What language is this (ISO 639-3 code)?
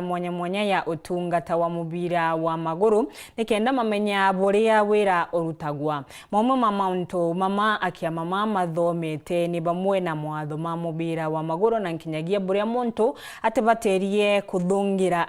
mer